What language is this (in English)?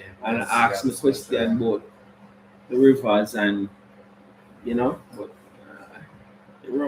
Jamaican Creole English